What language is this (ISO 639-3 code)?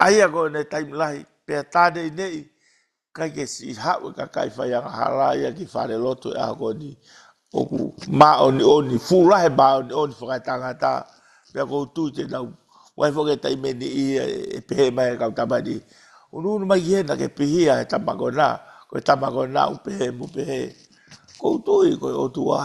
ton